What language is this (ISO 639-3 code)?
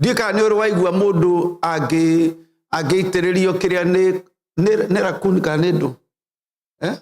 kik